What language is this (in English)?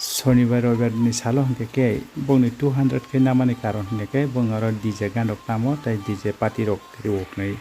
Kok Borok